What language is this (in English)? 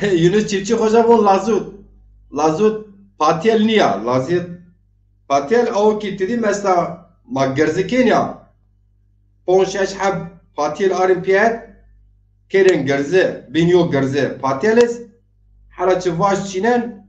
Zaza